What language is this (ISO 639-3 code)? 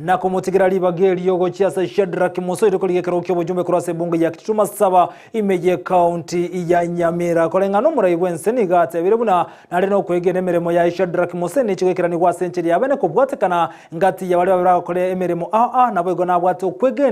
guz